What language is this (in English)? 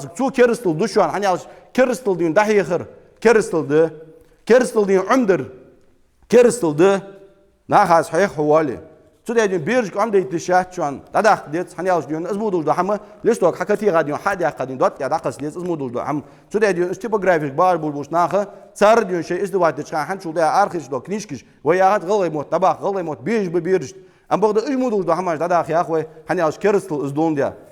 Ingush